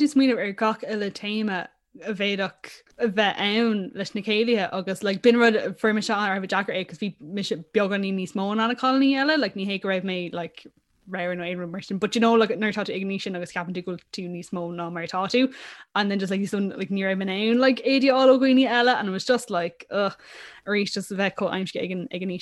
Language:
Irish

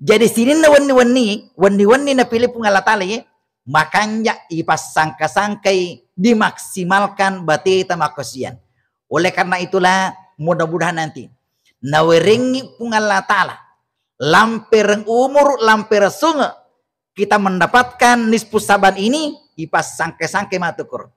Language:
Buginese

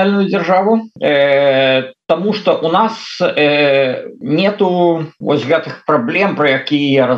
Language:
Belarusian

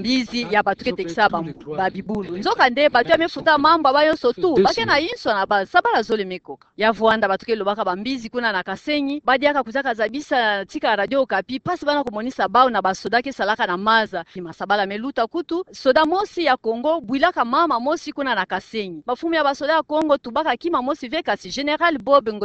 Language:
Kituba (Democratic Republic of Congo)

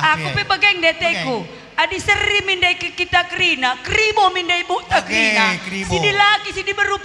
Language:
Batak Karo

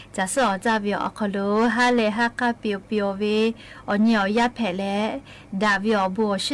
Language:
Lahu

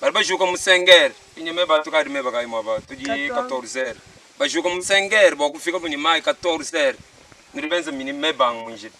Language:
Luba-Lulua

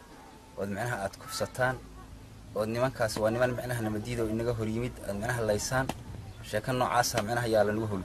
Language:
Somali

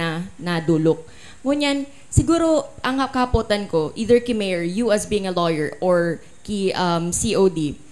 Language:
Bikol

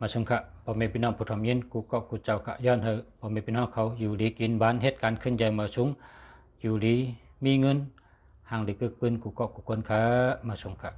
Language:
Shan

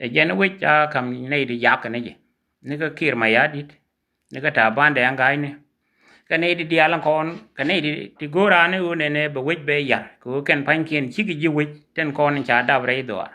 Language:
Nuer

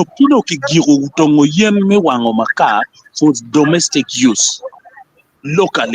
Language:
Acoli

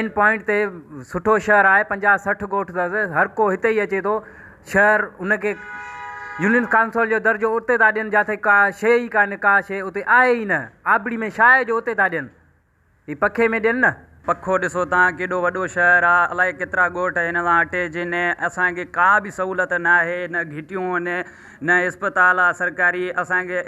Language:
Sindhi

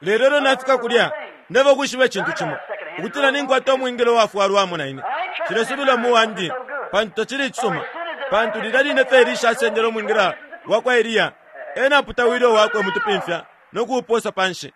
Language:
Bemba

